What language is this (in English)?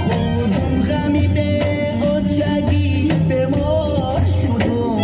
Tajik